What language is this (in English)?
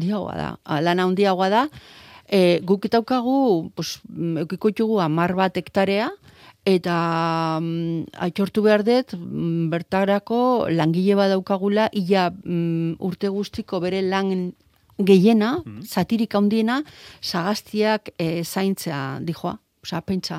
Basque